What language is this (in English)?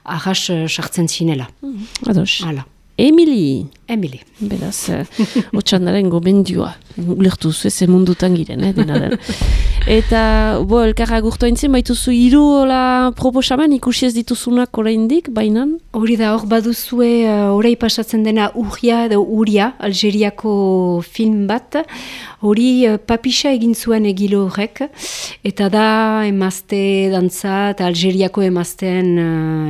Basque